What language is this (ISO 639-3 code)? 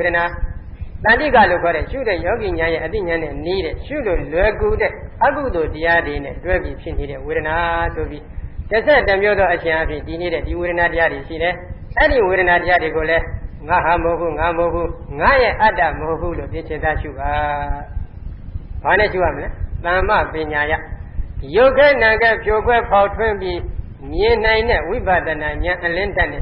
mya